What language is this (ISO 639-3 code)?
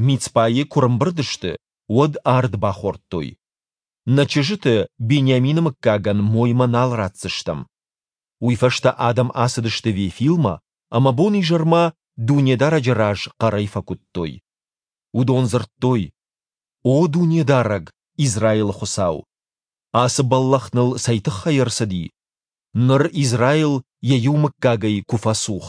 oss